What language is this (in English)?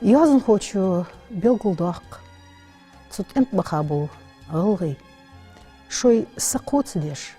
Ingush